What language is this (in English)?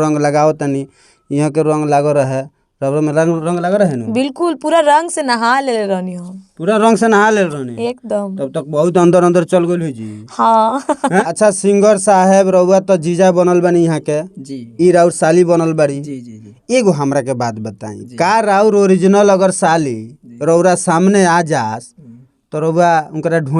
Bhojpuri